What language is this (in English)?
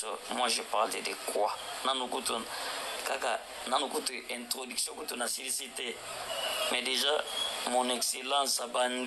Lingala